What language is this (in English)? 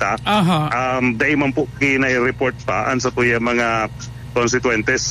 Bikol